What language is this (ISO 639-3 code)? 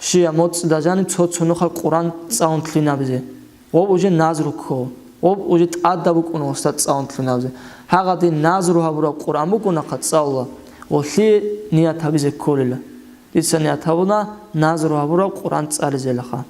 ava